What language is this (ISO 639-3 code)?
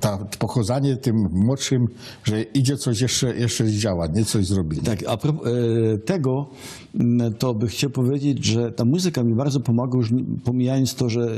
szl